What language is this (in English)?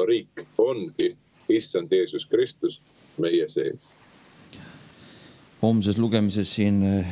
Estonian